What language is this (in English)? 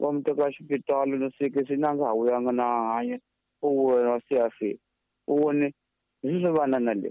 Tsonga